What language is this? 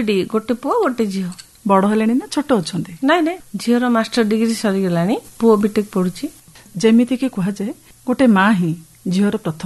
Odia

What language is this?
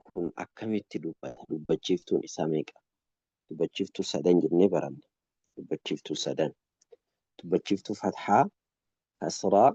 Oromo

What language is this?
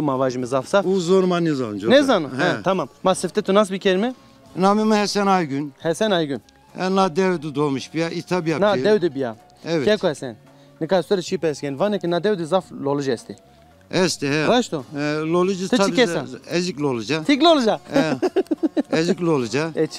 Zaza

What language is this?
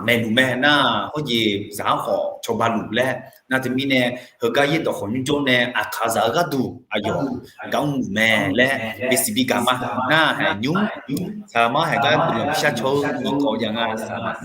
Akha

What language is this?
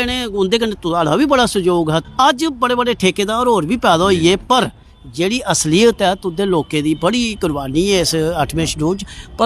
Dogri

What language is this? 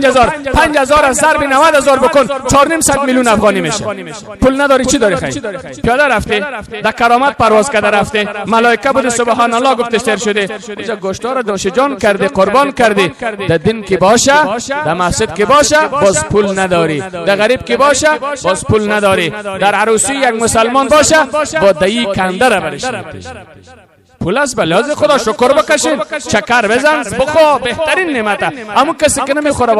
Persian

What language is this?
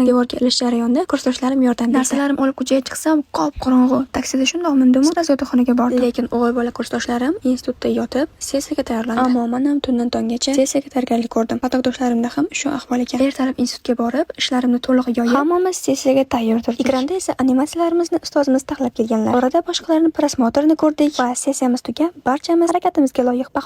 Uzbek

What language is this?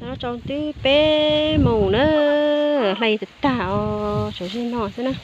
Hmong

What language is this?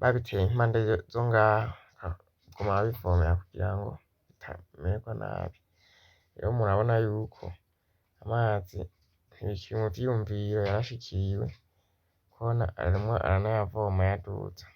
Rundi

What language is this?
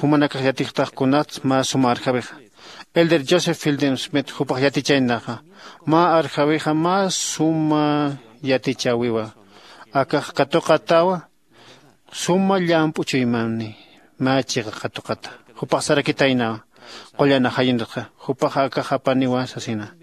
Aymara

